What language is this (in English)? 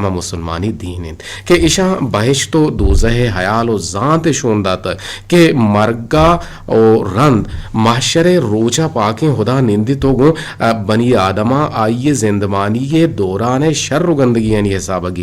Eastern Balochi